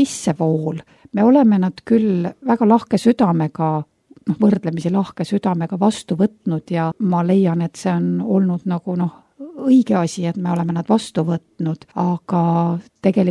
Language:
Estonian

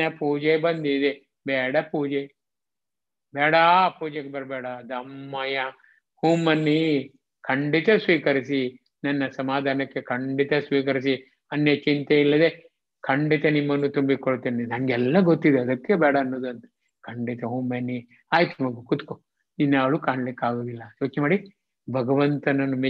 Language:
Kannada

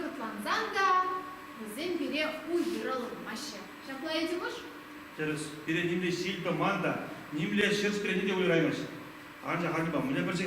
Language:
Chuvash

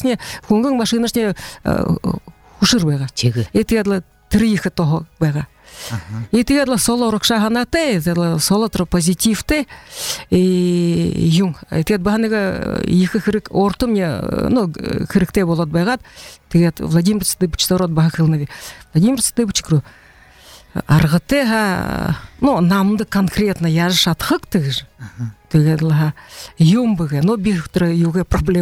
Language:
Buriat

